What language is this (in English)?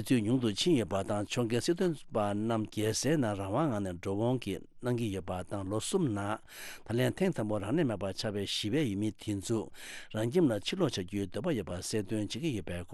Tibetan